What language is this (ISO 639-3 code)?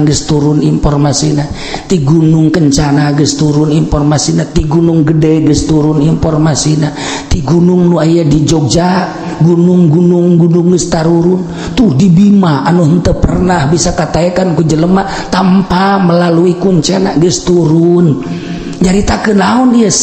sun